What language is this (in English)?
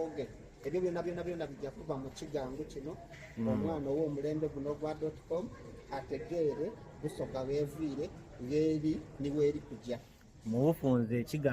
Soga